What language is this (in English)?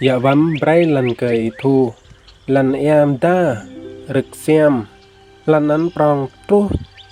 Rade